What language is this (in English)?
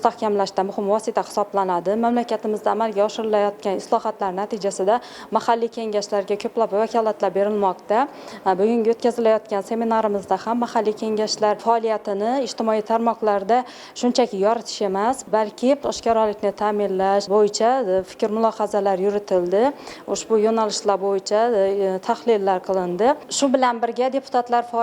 Uzbek